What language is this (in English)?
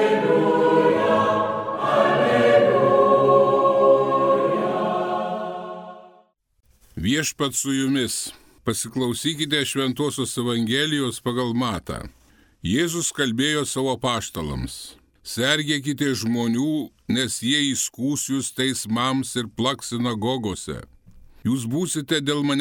Lithuanian